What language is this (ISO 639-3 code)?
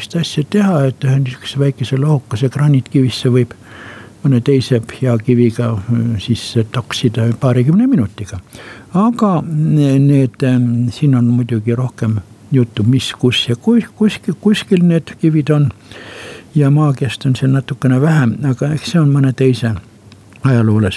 est